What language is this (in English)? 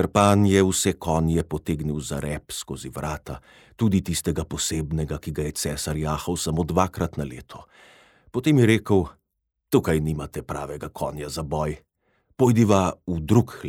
Slovenian